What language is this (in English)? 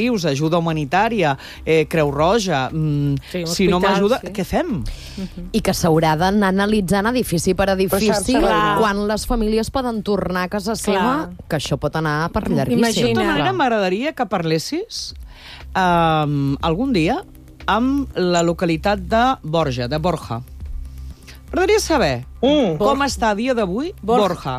Catalan